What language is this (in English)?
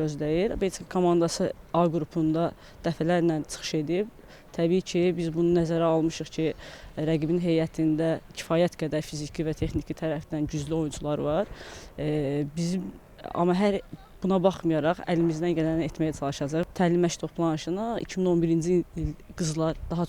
Azerbaijani